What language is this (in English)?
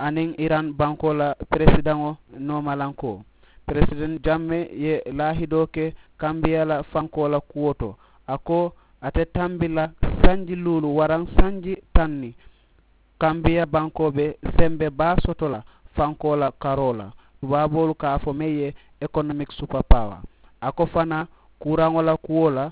Mandingo